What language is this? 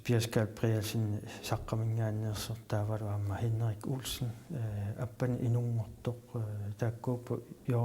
Kalaallisut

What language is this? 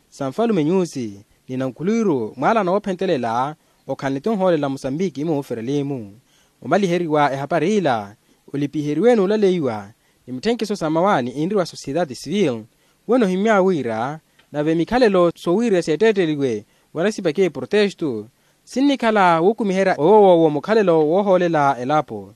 Makhuwa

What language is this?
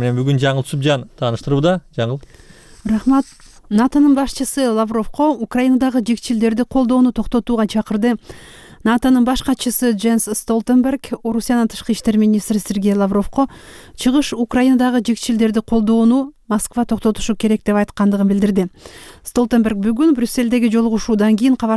Kyrgyz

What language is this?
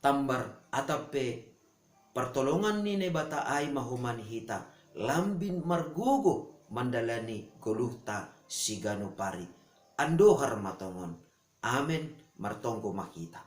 Batak Simalungun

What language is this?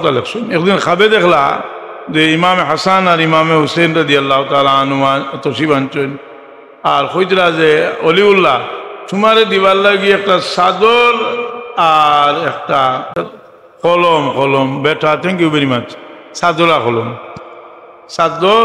Sylheti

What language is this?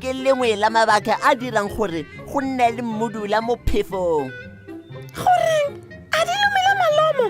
Tswana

